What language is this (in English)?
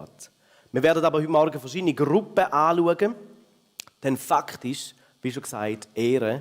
Swiss German